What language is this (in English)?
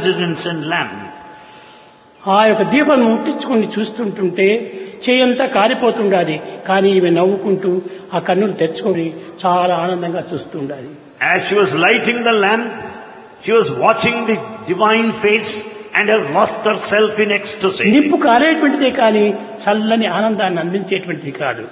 Telugu